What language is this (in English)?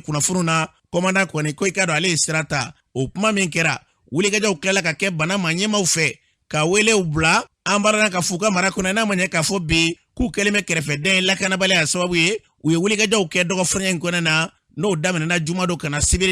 Bambara